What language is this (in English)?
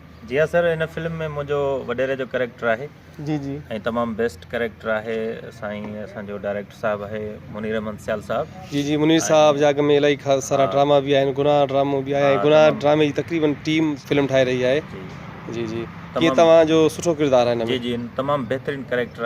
Sindhi